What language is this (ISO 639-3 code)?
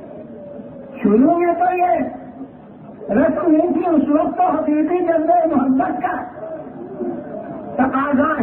urd